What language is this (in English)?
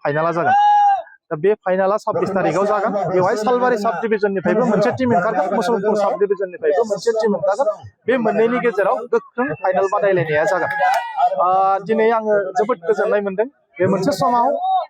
Bodo